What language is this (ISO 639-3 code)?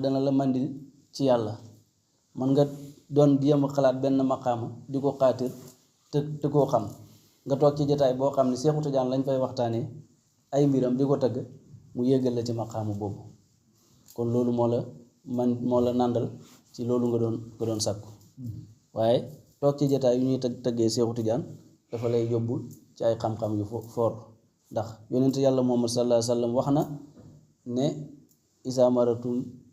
wol